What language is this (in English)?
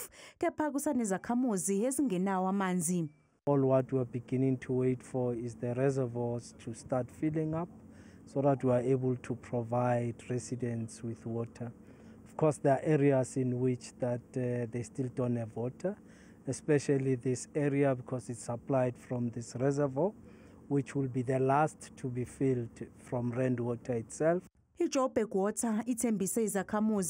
Zulu